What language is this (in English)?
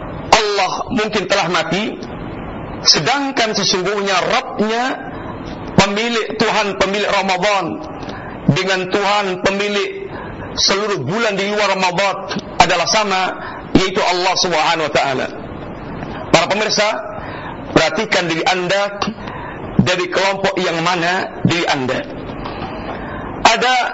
Indonesian